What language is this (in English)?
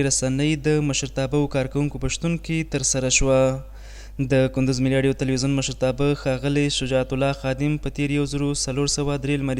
Pashto